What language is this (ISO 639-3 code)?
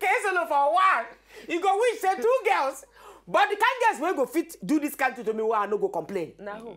pcm